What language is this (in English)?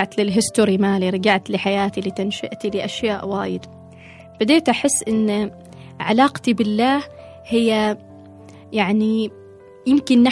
Gulf Arabic